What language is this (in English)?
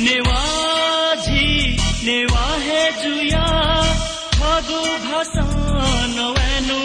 Newari